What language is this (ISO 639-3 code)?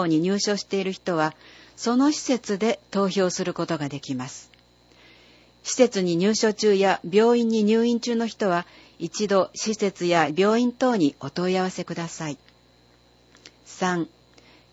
jpn